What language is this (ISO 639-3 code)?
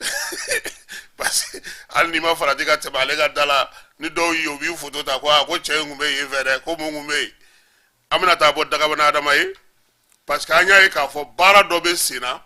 bam